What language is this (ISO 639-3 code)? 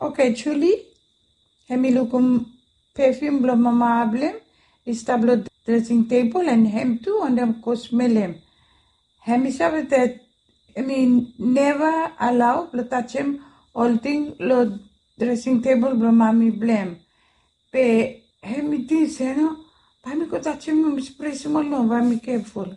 bis